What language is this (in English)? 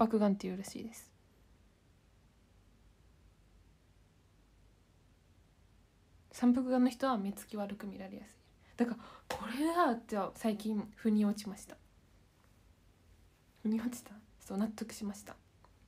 Japanese